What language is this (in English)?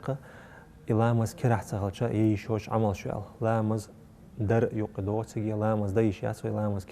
Chechen